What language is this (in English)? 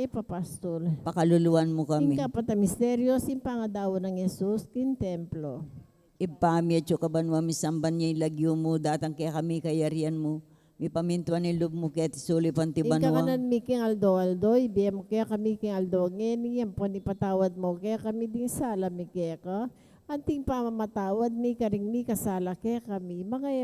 Pampanga